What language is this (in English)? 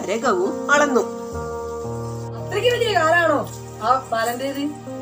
Malayalam